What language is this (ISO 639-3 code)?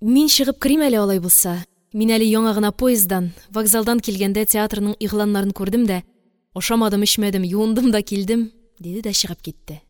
tat